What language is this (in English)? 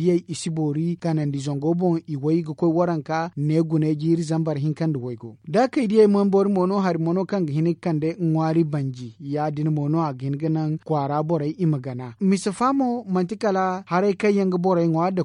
Zarma